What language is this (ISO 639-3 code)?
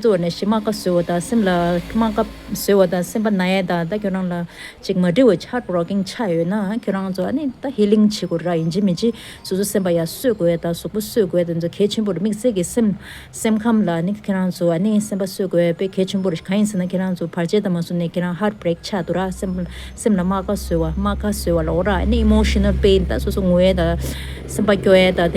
bod